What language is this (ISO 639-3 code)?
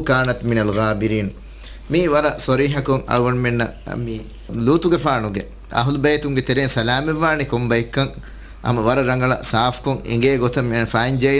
div